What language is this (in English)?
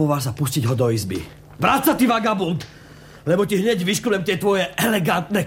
Slovak